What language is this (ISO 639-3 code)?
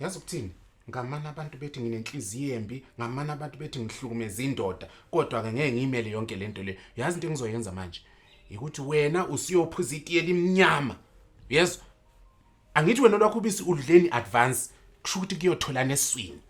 zul